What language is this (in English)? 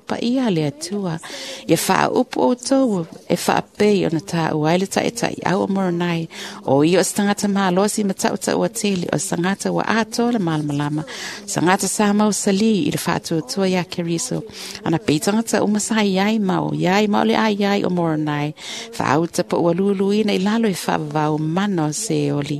Samoan